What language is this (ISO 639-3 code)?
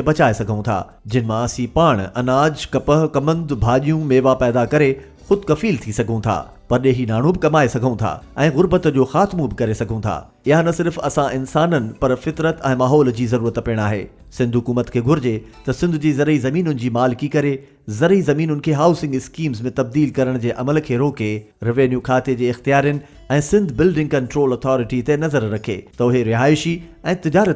snd